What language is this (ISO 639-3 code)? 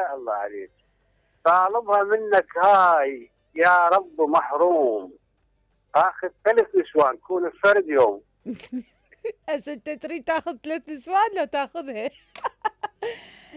acm